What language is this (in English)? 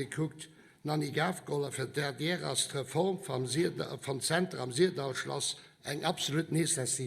Luxembourgish